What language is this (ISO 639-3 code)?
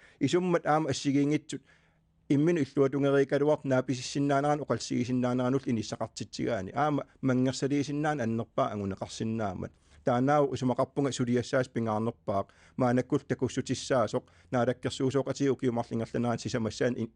kal